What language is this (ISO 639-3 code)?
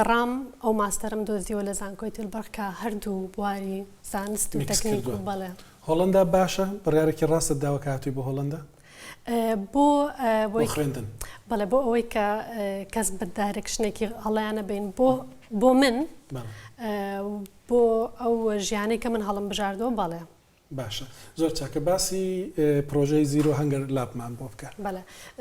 ckb